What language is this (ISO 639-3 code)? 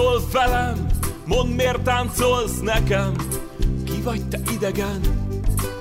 hun